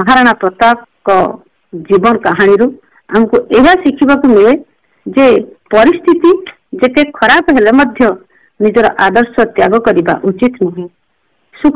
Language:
Odia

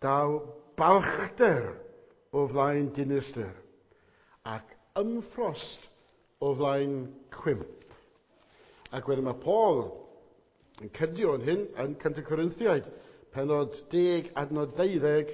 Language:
Welsh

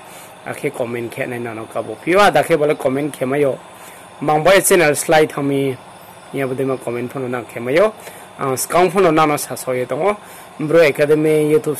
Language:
Riang (India)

